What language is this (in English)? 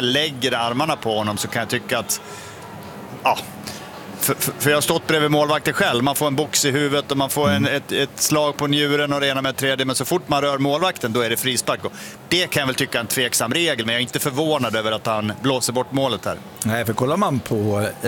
Swedish